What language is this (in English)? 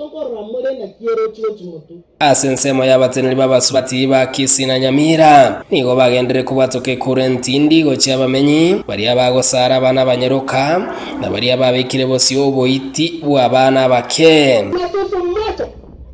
Gusii